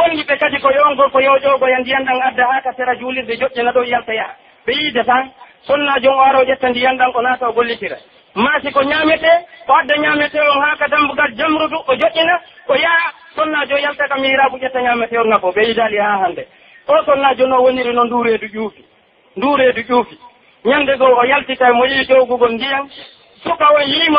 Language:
Pular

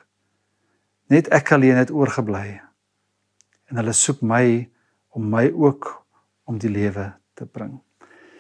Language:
Afrikaans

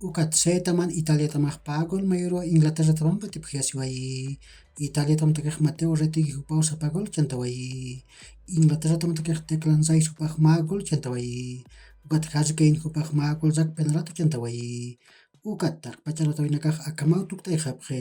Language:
Aymara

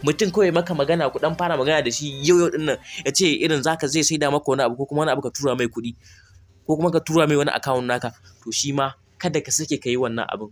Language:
Hausa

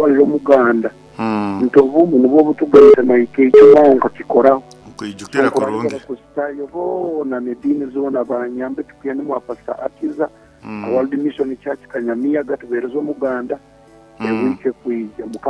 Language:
Nyoro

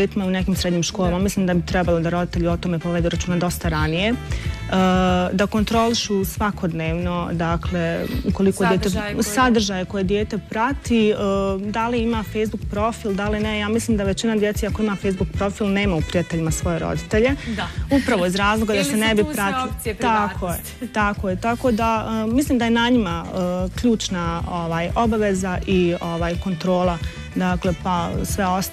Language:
Bosnian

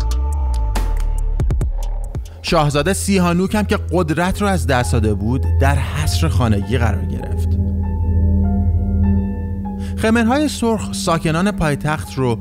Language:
Persian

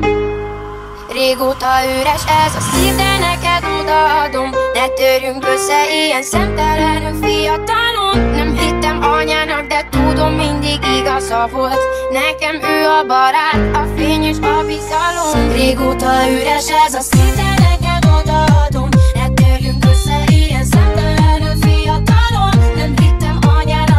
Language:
Hungarian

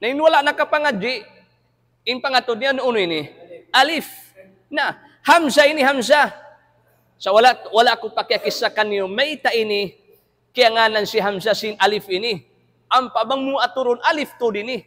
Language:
Tausug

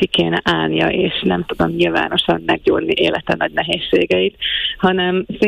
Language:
Hungarian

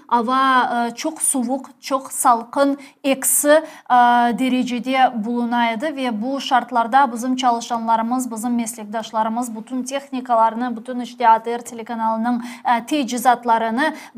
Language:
Crimean Tatar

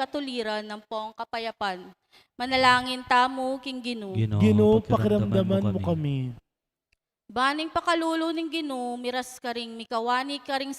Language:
Pampanga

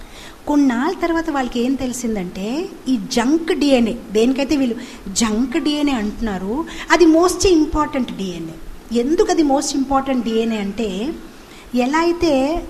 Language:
Telugu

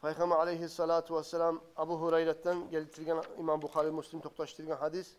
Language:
Kumyk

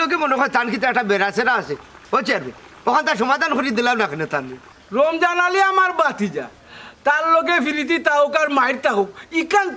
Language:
Sylheti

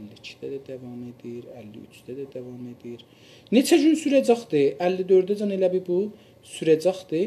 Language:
South Azerbaijani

